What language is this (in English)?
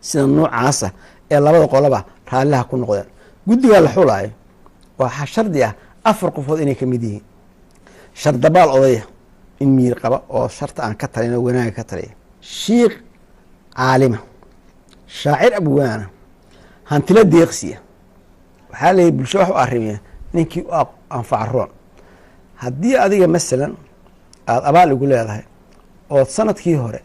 Somali